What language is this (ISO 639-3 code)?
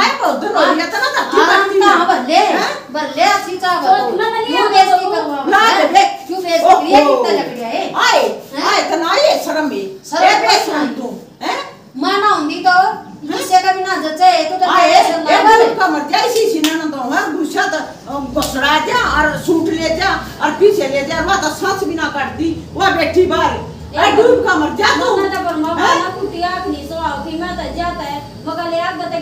bgc